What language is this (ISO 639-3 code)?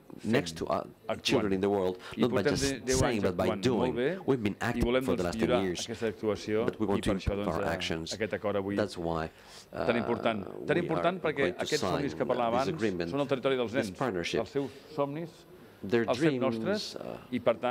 cat